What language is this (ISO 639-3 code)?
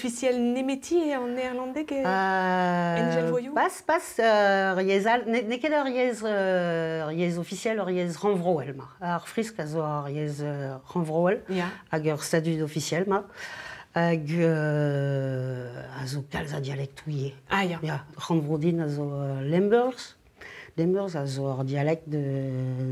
bre